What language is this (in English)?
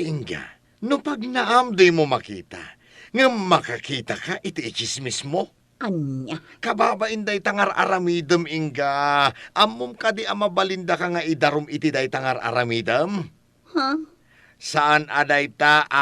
Iloko